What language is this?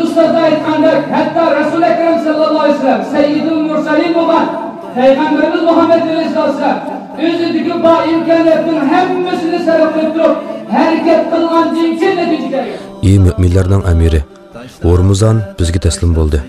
Uyghur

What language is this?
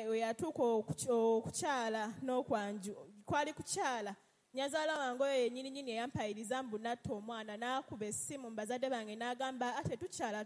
Ganda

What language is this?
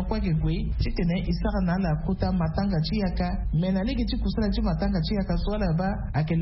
Sango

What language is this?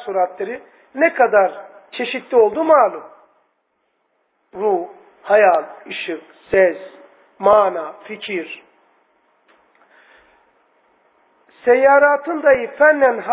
Turkish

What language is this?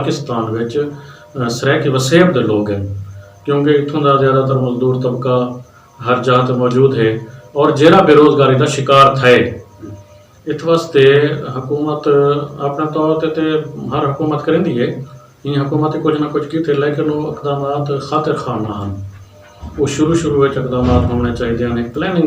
Saraiki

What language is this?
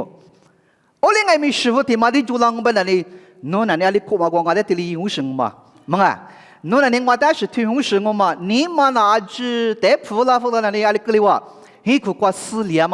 Lisu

